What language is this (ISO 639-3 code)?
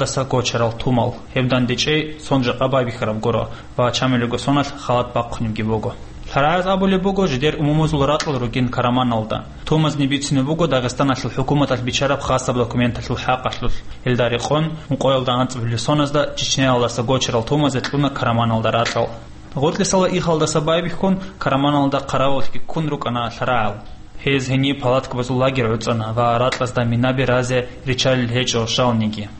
ava